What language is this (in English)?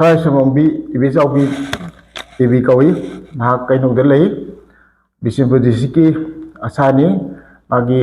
Manipuri